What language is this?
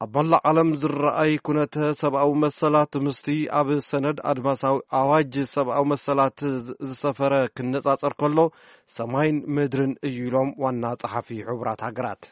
Tigrinya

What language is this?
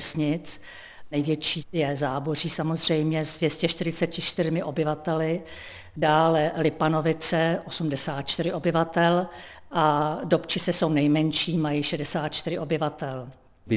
Czech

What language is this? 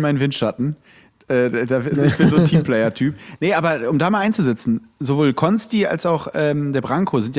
German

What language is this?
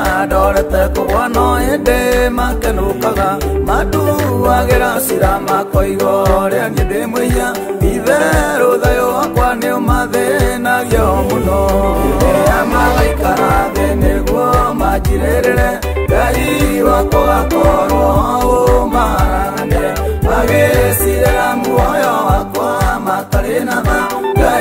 Kikuyu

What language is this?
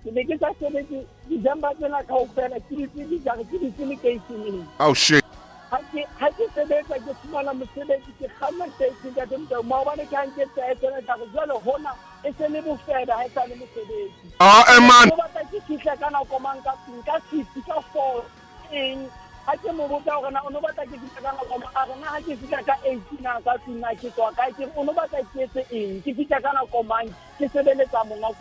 Southern Sotho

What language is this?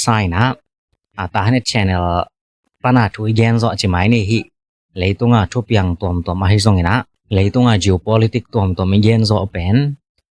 Tedim Chin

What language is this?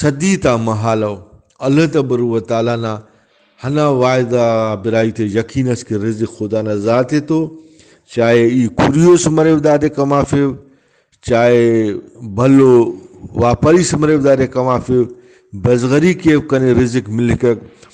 Brahui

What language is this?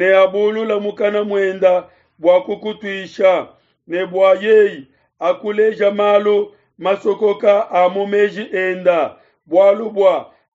Luba-Lulua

